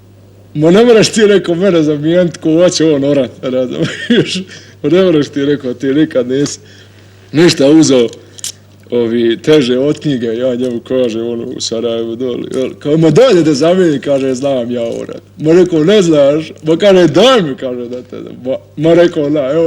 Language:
Bosnian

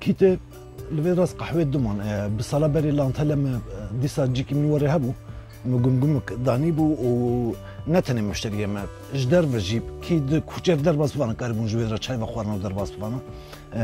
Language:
Kurdish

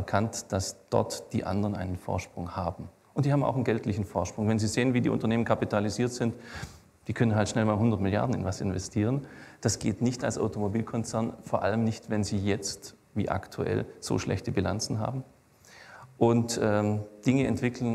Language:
German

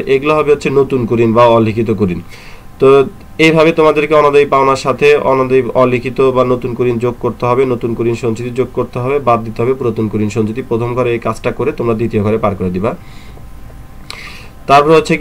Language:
Bangla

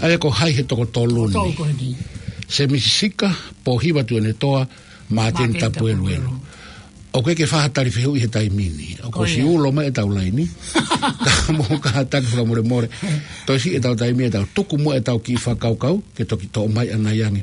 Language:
Tongan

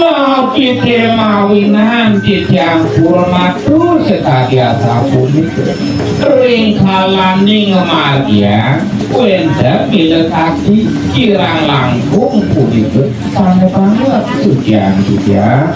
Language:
Balinese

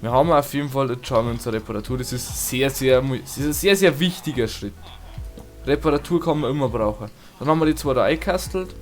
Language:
Bavarian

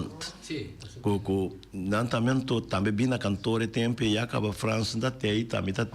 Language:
Papiamento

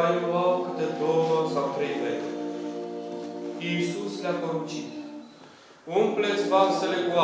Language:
Romanian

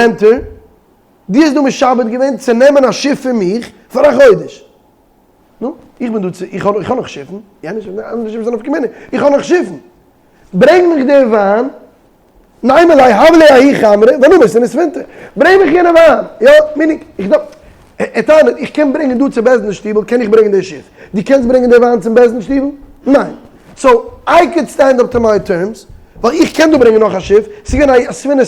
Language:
Yiddish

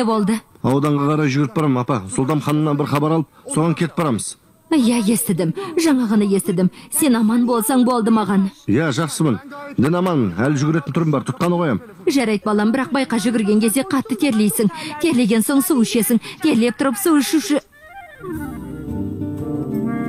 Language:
Kazakh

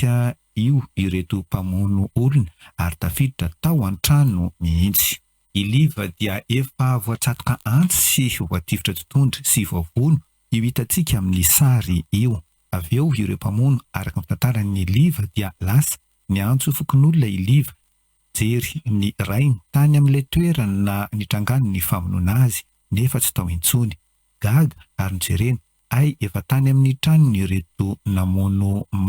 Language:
Malagasy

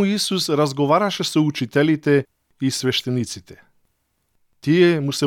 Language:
Macedonian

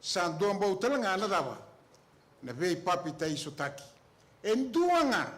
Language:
Fijian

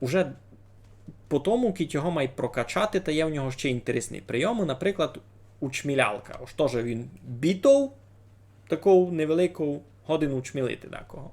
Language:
Rusyn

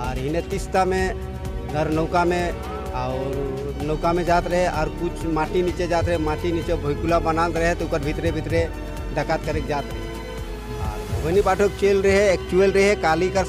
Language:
Sadri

